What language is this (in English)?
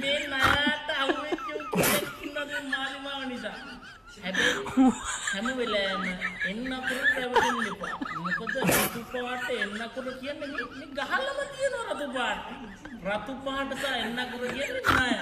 Sinhala